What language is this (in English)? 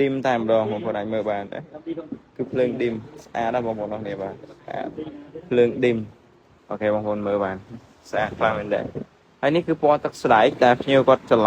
Khmer